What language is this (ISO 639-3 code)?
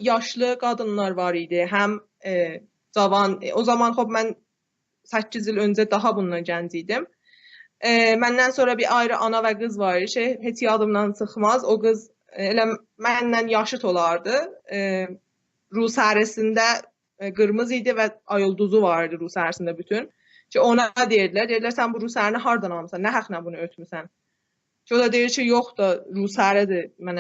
azb